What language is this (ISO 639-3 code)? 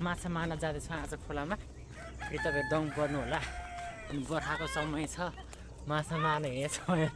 nep